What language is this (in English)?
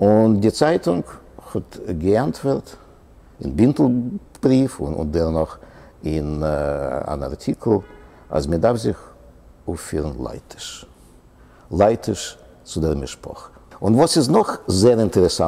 Yiddish